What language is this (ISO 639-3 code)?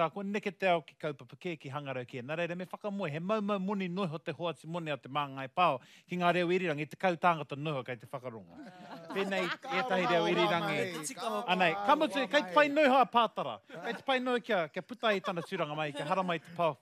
mri